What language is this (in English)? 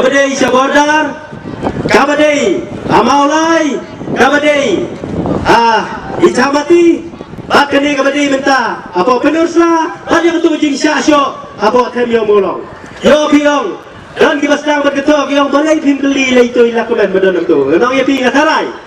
Khasi